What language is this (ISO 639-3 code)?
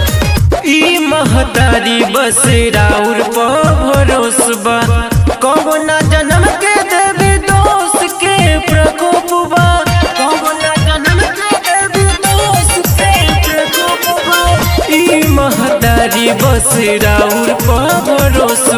bho